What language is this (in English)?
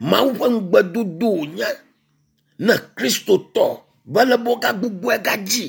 Ewe